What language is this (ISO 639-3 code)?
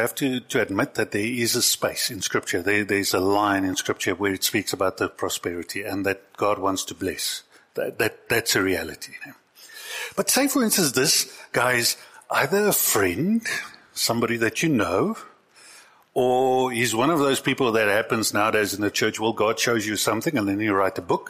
eng